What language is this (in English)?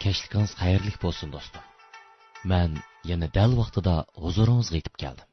Uyghur